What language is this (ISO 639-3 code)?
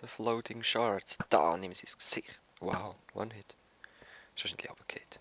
gsw